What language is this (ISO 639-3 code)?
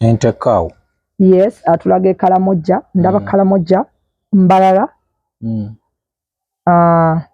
lug